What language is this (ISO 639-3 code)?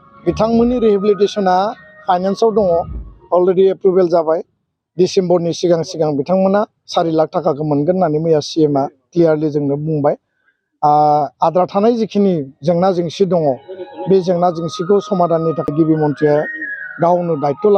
brx